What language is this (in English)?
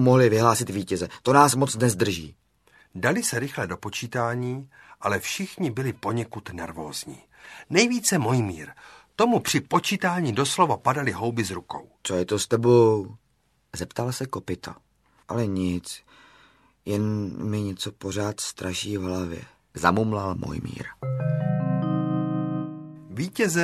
Czech